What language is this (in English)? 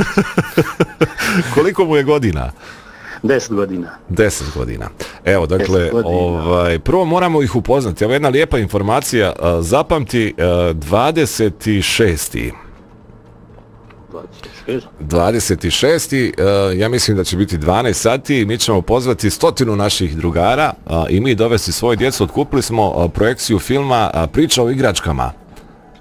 Bosnian